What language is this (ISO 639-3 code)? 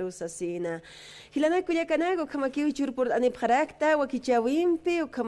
aym